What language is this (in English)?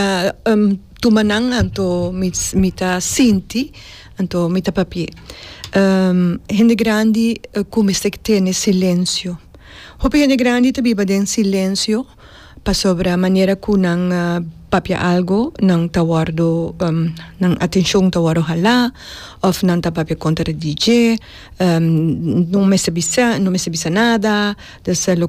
Papiamento